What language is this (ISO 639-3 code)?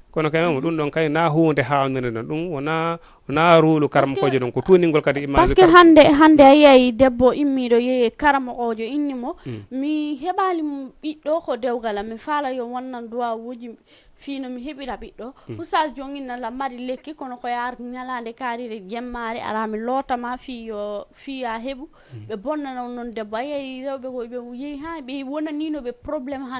ful